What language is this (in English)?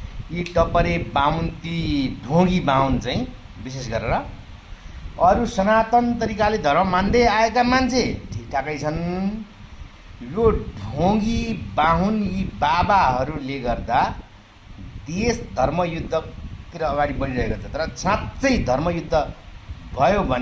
Nepali